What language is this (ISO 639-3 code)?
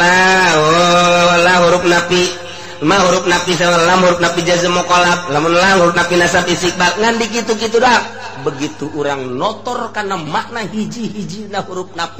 sun